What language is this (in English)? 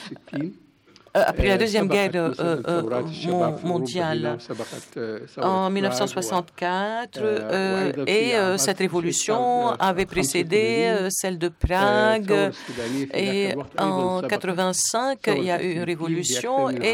French